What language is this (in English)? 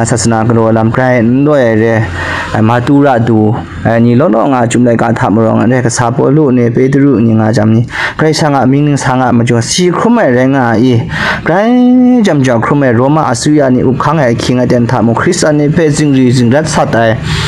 Kachin